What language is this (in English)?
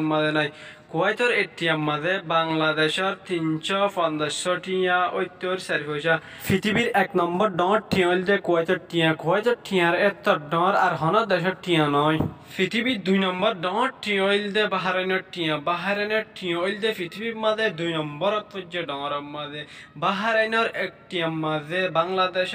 Rohingya